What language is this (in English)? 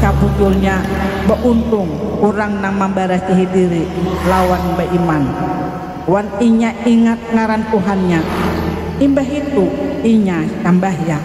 Banjar